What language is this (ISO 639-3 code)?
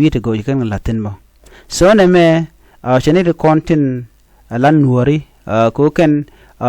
nus